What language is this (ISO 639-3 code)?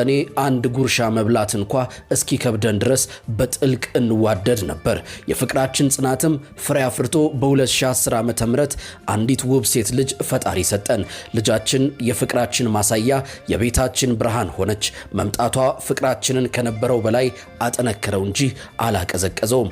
amh